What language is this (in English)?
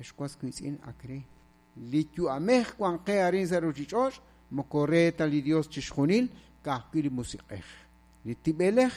Kekchí